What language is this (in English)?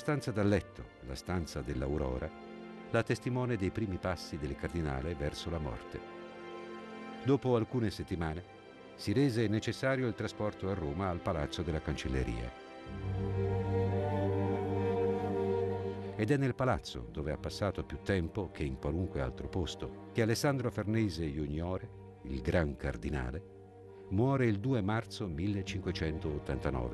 Italian